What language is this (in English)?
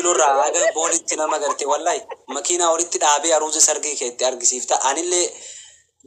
Oromo